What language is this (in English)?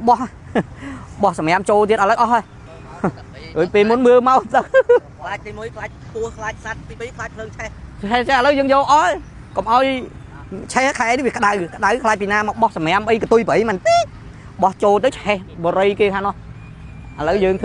Khmer